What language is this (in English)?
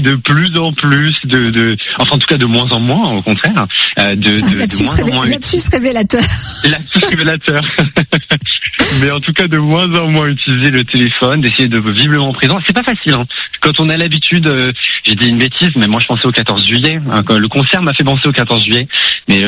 French